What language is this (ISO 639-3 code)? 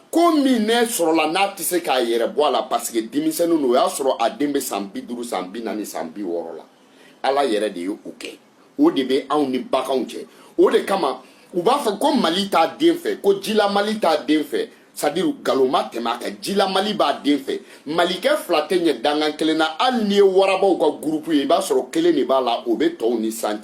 bam